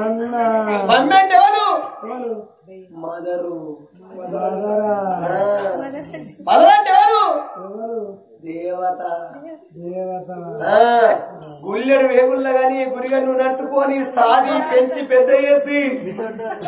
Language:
Telugu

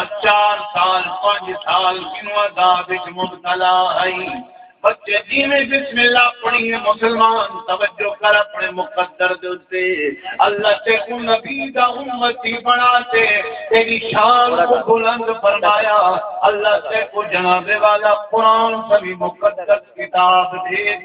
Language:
Saraiki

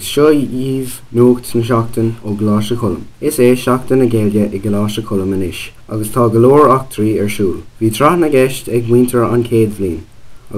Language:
Irish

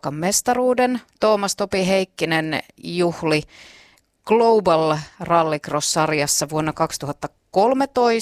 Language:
Finnish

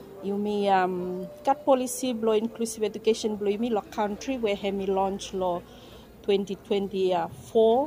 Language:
Bislama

